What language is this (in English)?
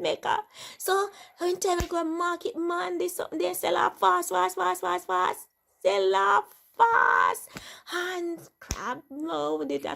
Jamaican Creole English